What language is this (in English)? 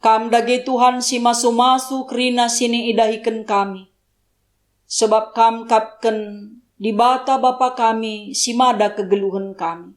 Batak Karo